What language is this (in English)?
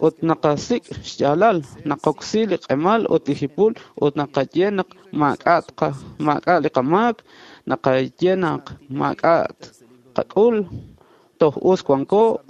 Kekchí